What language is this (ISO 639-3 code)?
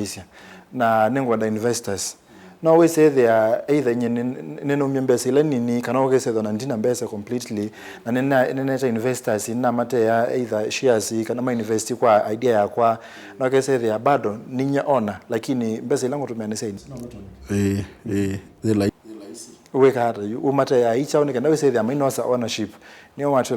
kam